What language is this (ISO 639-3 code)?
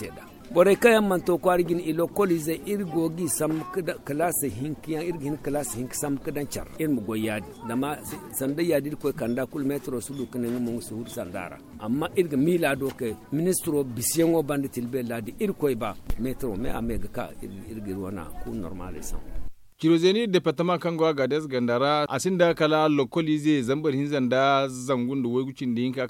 dje